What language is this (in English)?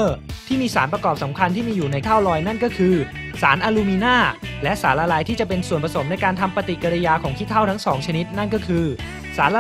Thai